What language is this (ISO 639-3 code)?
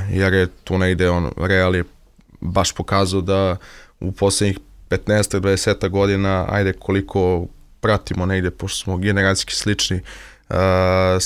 srp